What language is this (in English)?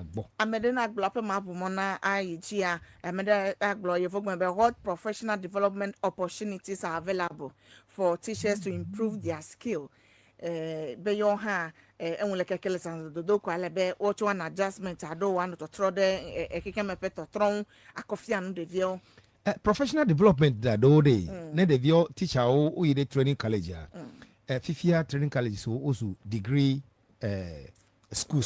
Ewe